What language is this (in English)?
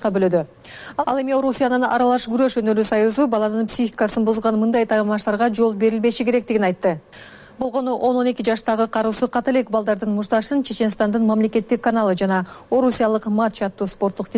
Kyrgyz